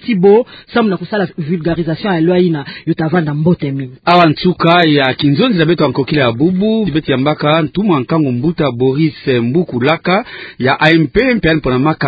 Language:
Kituba (Democratic Republic of Congo)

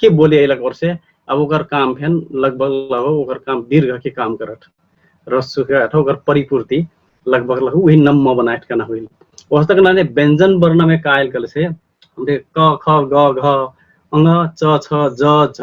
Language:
Dangaura Tharu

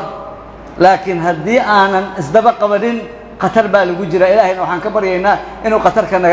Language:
Somali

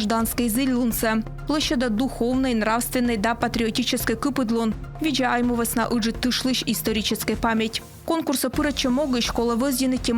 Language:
Komi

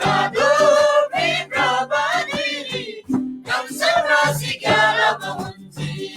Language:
Eastern Tamang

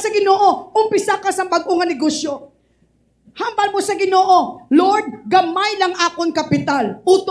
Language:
Hiligaynon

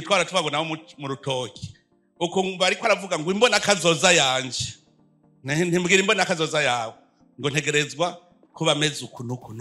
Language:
Rundi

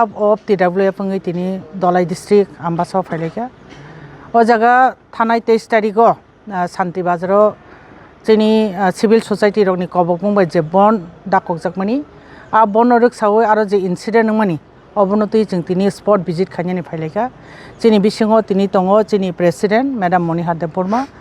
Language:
Kok Borok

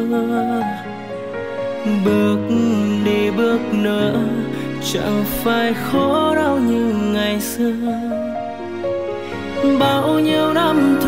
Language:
Vietnamese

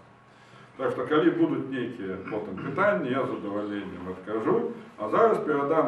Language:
Belarusian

